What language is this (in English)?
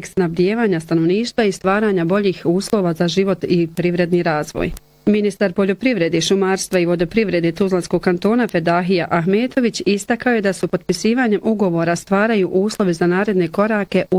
Bosnian